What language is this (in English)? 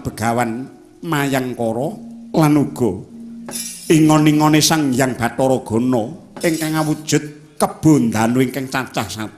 Javanese